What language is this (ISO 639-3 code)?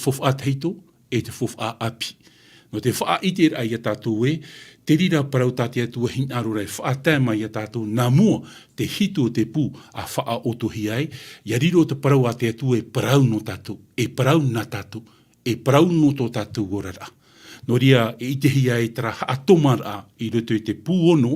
tah